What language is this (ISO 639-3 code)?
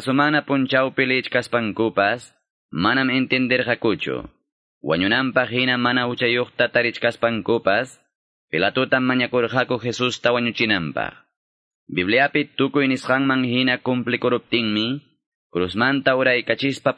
que